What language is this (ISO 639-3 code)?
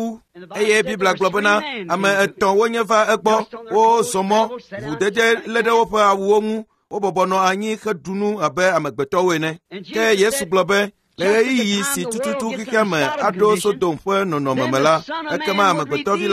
ewe